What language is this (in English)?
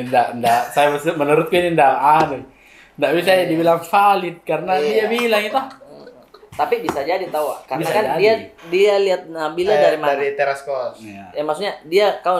Makassar Malay